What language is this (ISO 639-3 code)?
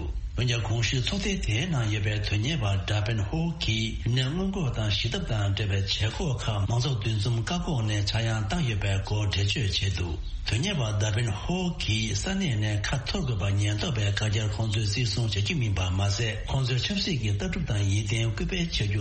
bod